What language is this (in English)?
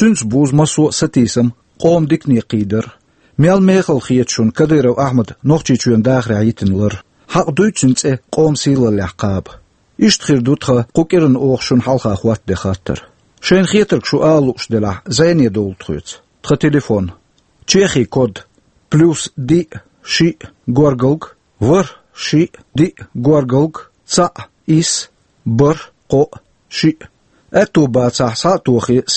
Chechen